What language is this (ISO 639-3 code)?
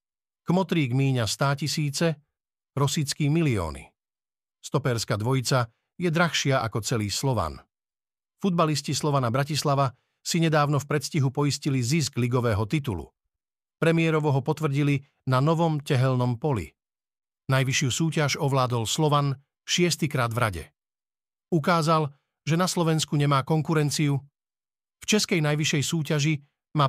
slk